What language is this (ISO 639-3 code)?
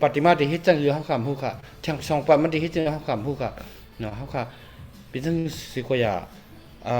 shn